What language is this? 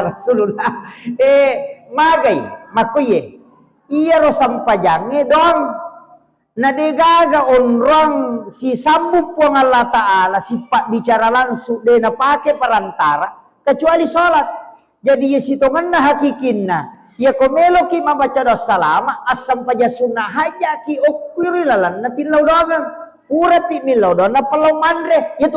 Buginese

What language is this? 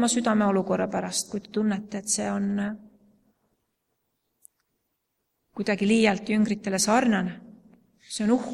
Estonian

